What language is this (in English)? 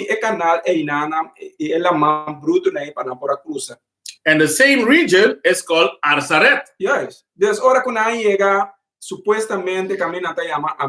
Papiamento